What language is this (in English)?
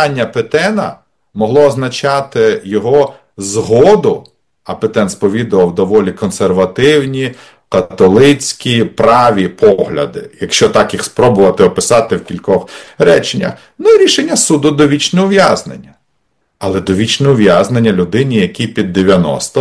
Ukrainian